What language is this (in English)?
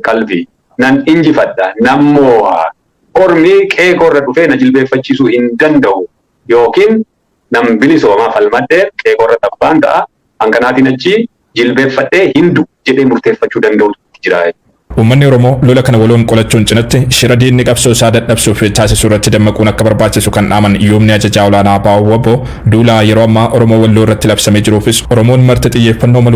Oromo